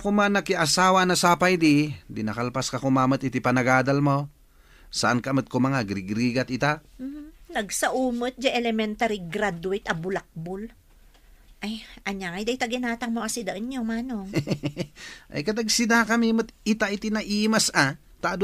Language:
Iloko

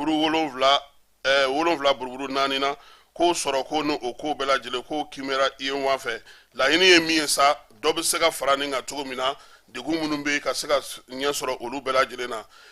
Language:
Bambara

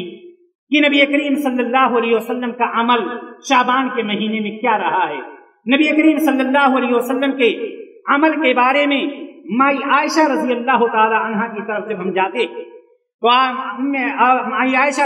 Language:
Urdu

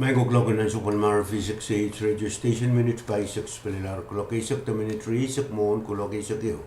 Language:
Pohnpeian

